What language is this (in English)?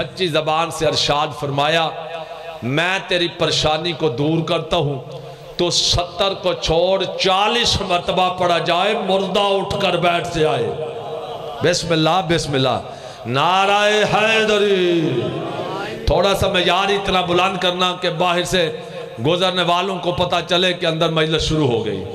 Urdu